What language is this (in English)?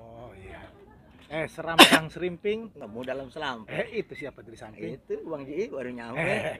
Betawi